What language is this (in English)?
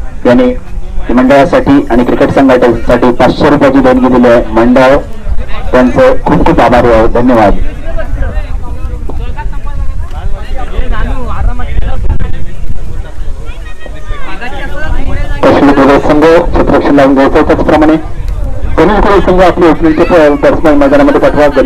Marathi